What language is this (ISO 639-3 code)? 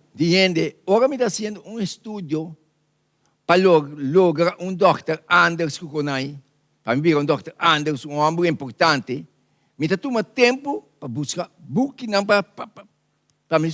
pap